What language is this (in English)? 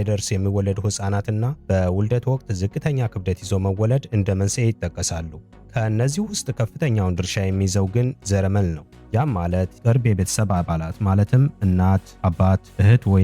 Amharic